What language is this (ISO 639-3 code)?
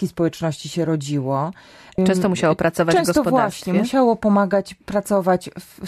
pol